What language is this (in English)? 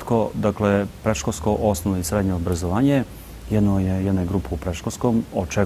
Serbian